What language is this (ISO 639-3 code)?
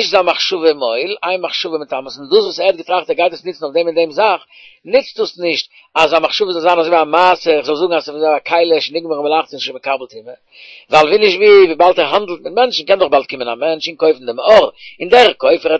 yid